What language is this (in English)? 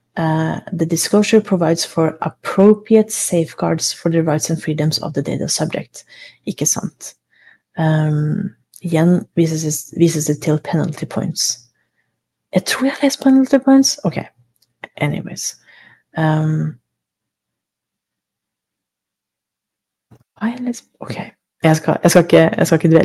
Norwegian